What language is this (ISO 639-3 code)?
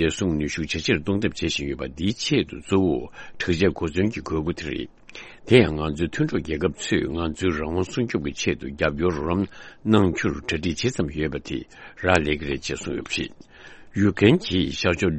bod